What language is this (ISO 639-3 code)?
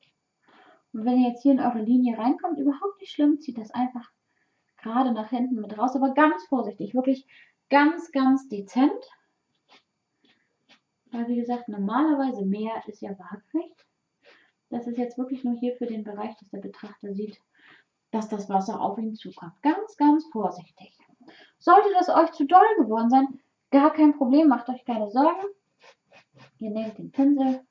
deu